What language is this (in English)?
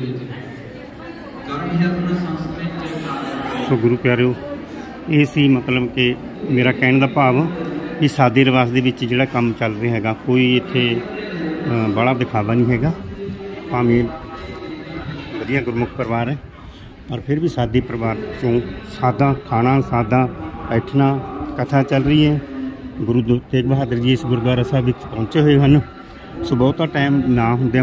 Punjabi